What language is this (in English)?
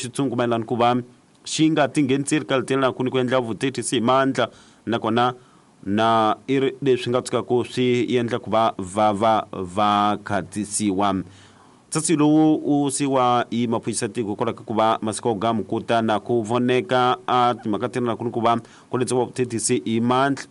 Tsonga